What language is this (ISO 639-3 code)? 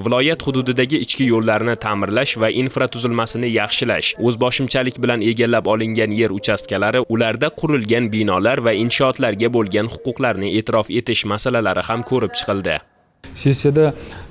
uzb